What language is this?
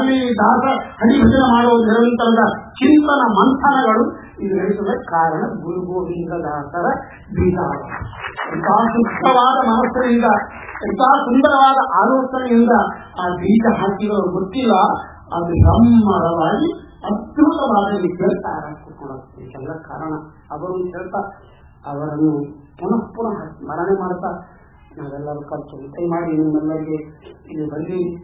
Kannada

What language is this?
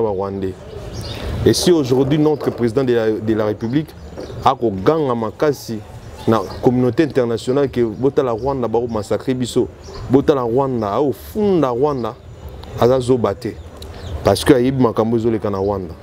Lingala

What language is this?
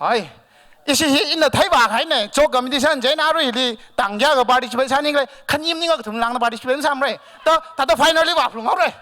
Tangkhul Naga (India)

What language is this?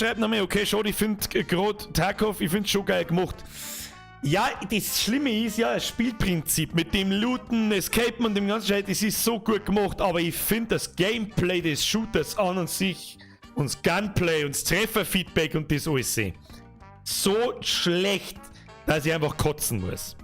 Bavarian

